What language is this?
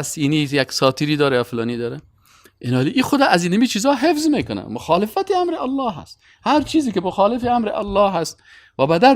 Persian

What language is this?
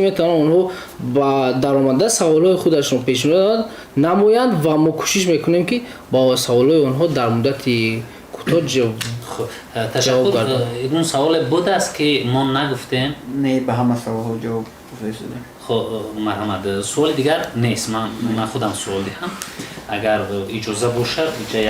Tajik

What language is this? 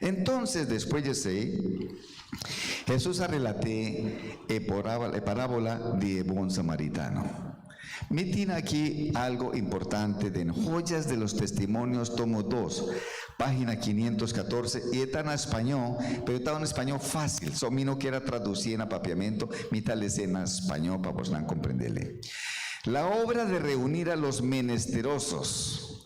Papiamento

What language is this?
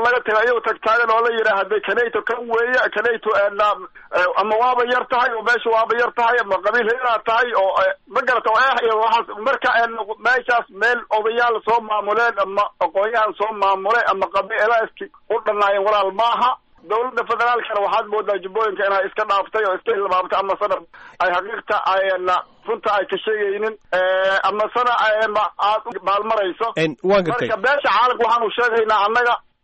Somali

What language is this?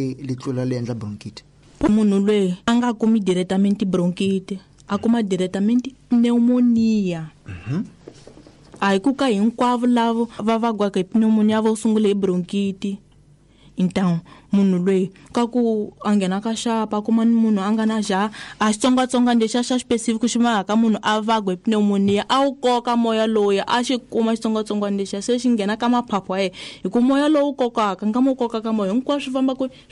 Tsonga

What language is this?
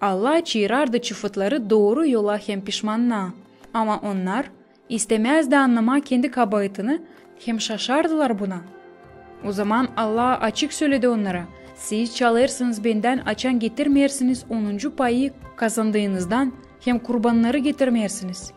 Gagauz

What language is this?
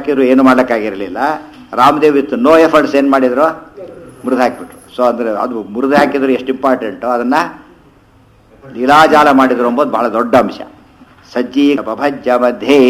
Kannada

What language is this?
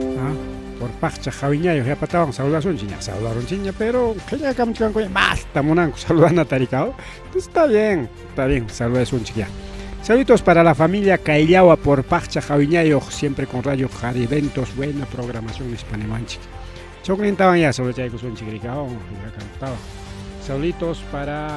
Ayacucho Quechua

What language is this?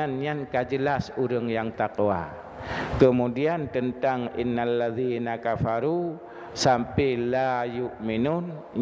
Achinese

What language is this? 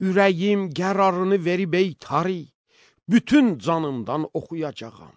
Azerbaijani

